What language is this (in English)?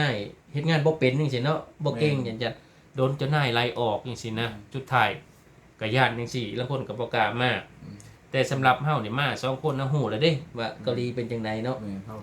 Lao